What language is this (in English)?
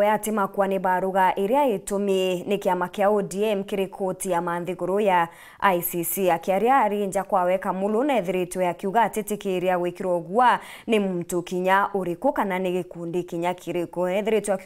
Meru